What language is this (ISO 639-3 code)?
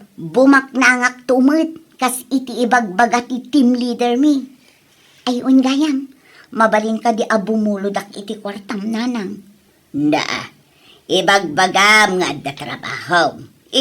ilo